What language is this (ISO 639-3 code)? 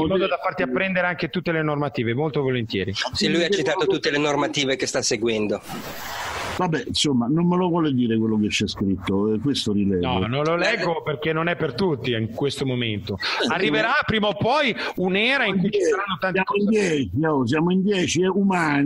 ita